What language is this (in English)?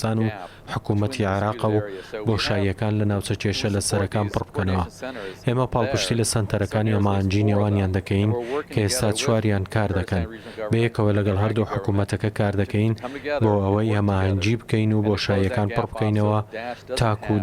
Central Kurdish